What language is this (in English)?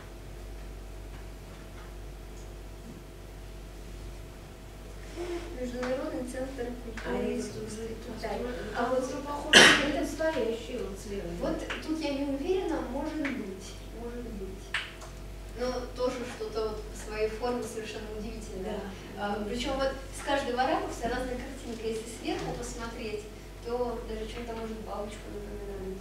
Russian